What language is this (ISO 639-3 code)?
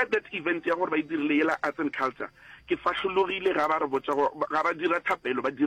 nso